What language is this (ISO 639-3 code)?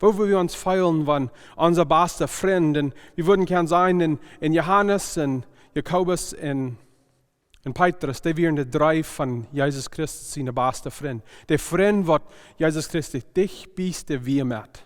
pdt